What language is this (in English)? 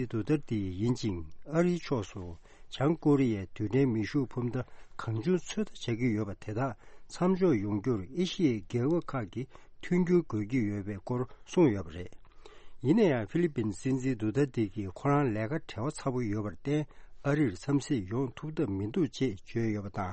Tibetan